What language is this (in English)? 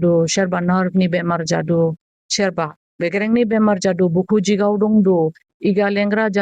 Dimasa